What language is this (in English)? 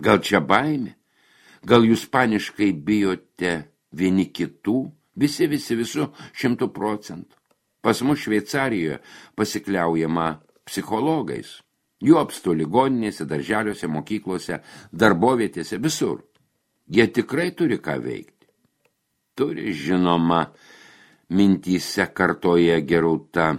Lithuanian